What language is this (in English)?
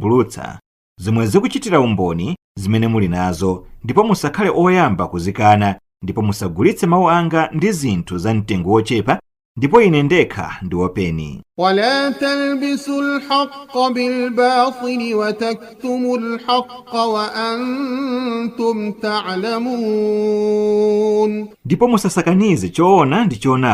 Nyanja